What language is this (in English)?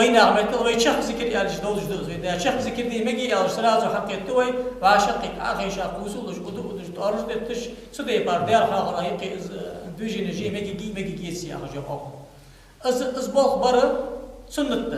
Ingush